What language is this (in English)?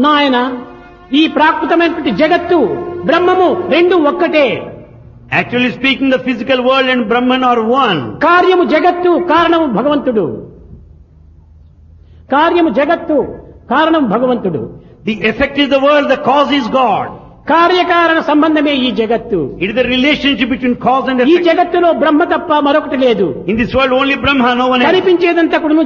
Telugu